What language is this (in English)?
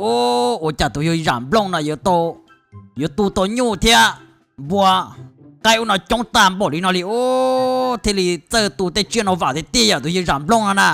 Hmong